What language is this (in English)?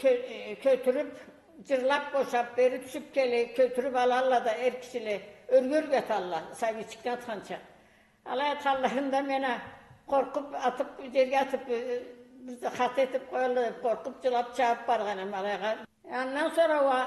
Karachay-Balkar